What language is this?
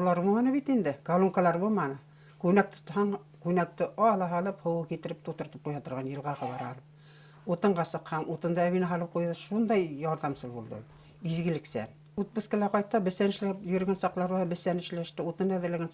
Bashkir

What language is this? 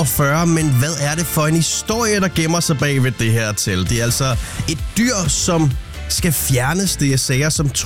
Danish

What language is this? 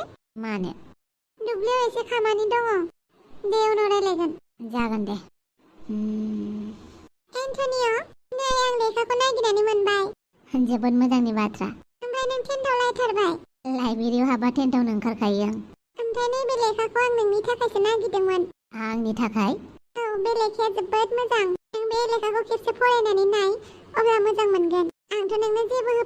Bodo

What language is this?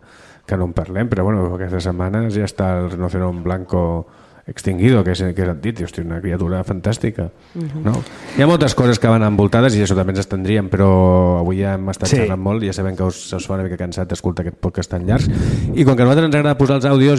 Catalan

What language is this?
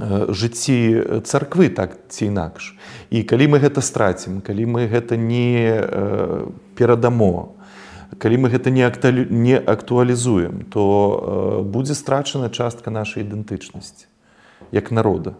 Belarusian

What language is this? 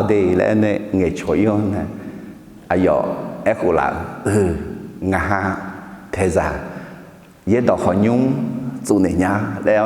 Akha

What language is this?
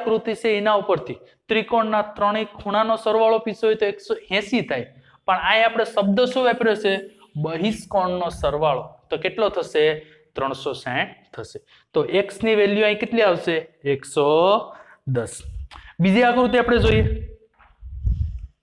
Gujarati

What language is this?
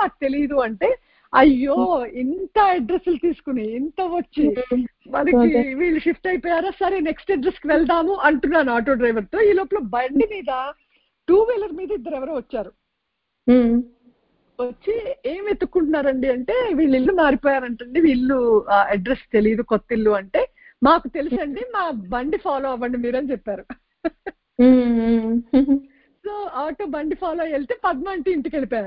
Telugu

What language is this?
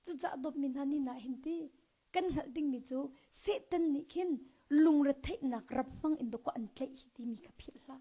Hakha Chin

